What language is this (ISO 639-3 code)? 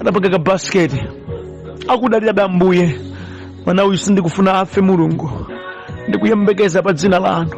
nya